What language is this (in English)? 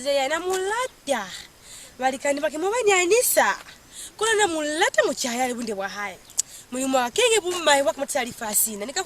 Lozi